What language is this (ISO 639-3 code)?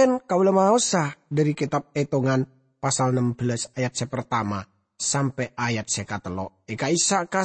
mad